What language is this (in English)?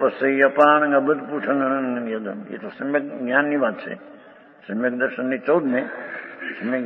Gujarati